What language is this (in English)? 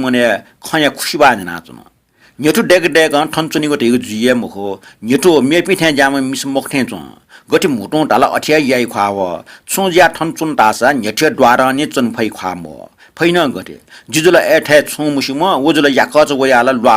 Newari